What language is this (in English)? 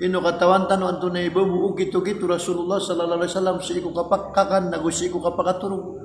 Maranao